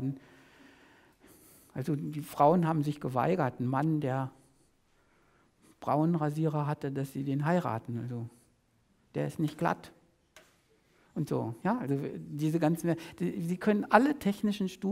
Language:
German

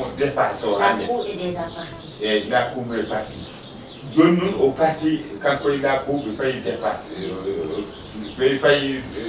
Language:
Fula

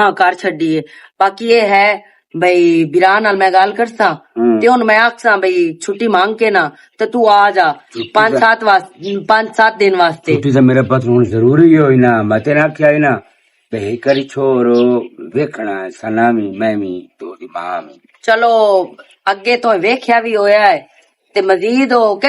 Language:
Western Panjabi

